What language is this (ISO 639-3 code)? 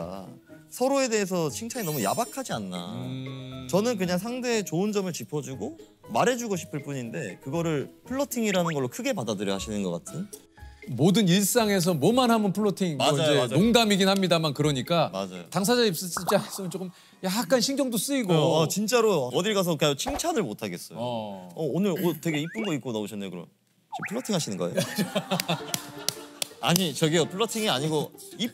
kor